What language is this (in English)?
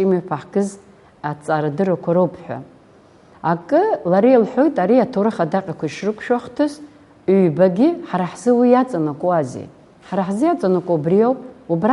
Abkhazian